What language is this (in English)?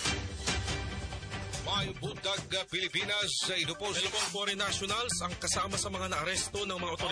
Filipino